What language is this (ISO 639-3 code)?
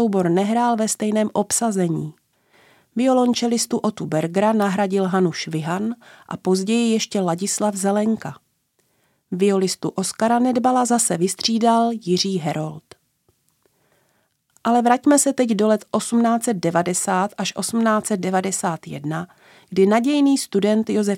ces